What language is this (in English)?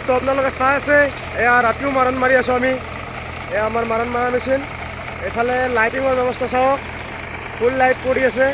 Assamese